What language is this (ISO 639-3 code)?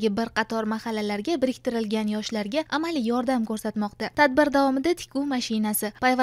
uzb